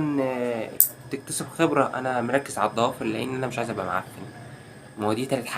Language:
Egyptian Arabic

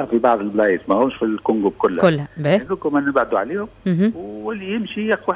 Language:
Tunisian Arabic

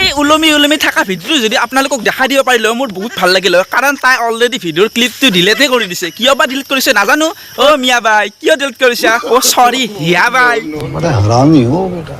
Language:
Assamese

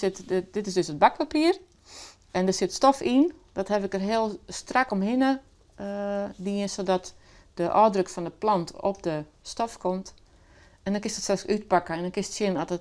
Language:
Western Frisian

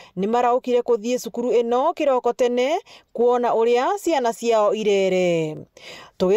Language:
Meru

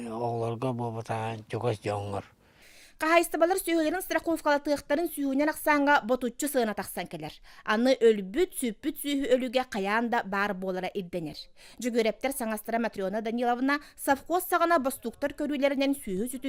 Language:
Yakut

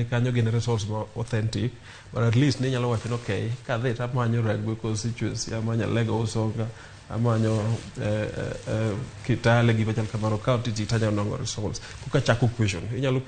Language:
Luo (Kenya and Tanzania)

